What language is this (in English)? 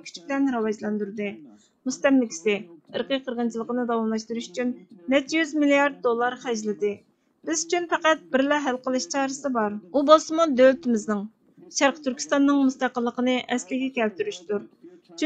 Uyghur